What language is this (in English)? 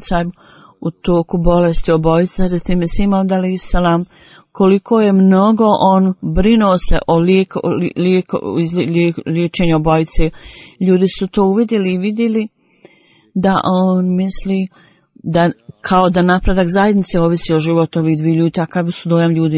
Bosnian